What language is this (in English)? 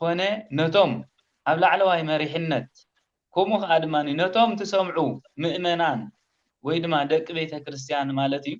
Tigrinya